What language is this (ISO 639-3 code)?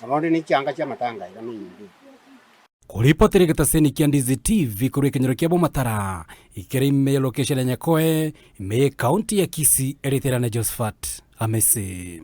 guz